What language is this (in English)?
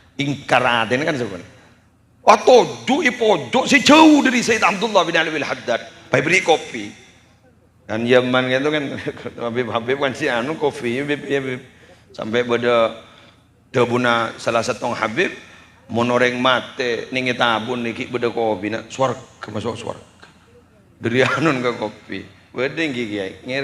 Madurese